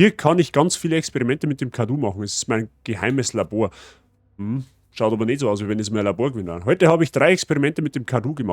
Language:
Bavarian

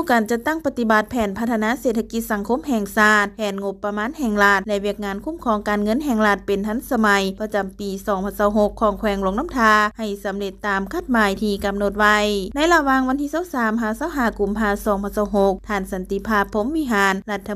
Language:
Lao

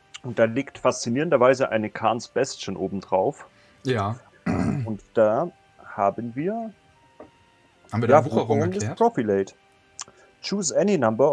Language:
German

